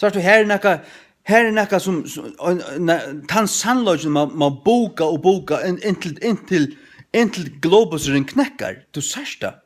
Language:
Faroese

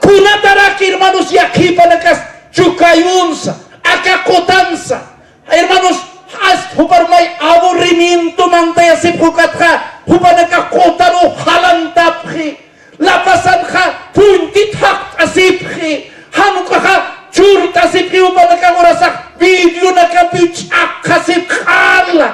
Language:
Aymara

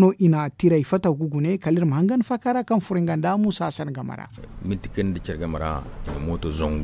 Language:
Zarma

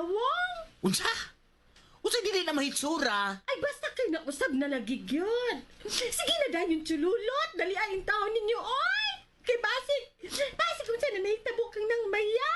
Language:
Cebuano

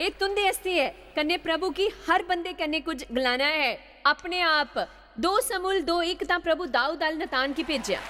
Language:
Dogri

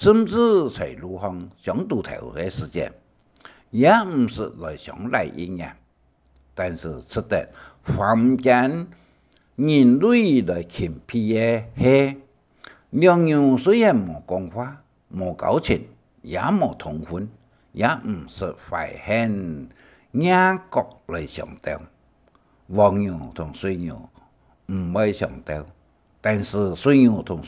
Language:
Hakka Chinese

